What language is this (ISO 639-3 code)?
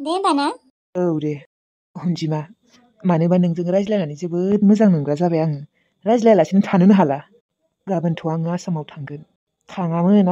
brx